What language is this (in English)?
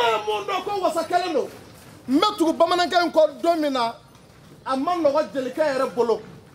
Bambara